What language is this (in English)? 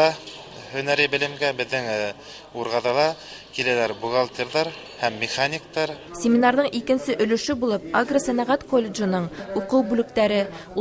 Bashkir